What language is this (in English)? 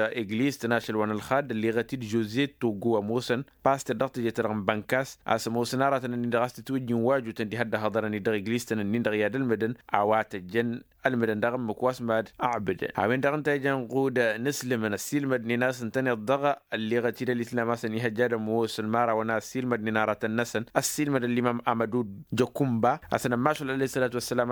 Tamasheq